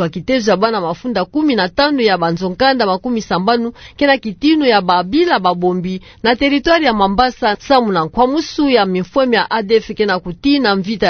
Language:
Kituba (Democratic Republic of Congo)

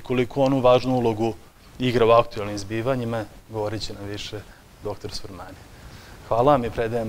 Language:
Serbian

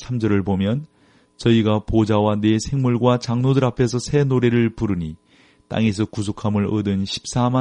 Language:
Korean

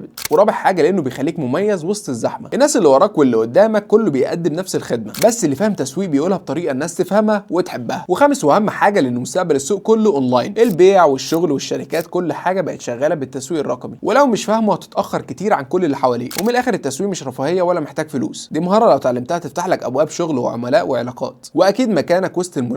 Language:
Egyptian Arabic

